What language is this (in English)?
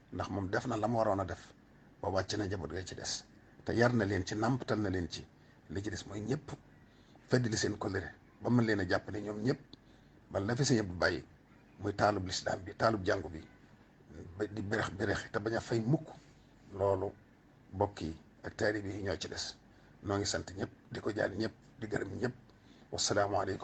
Wolof